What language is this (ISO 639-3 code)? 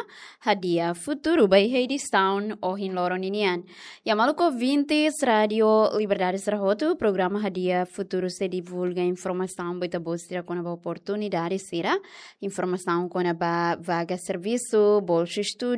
tet